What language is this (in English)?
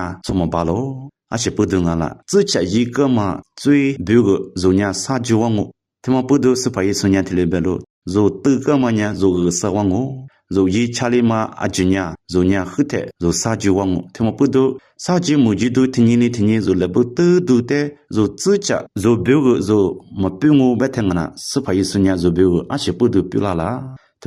Lisu